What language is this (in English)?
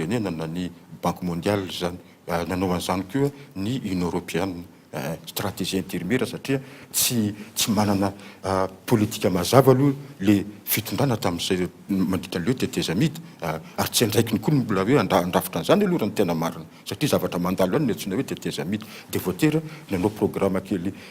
Malagasy